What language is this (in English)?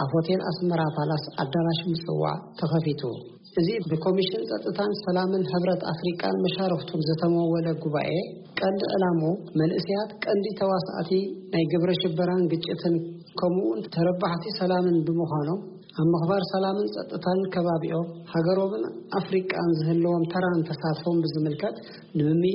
Tigrinya